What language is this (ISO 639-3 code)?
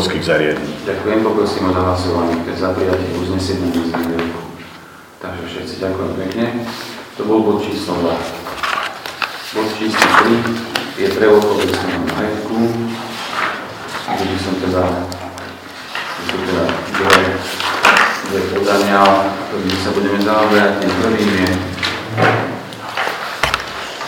slk